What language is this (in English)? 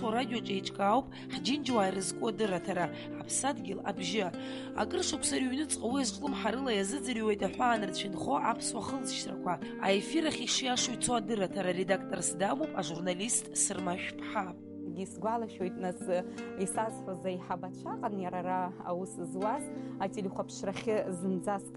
Abkhazian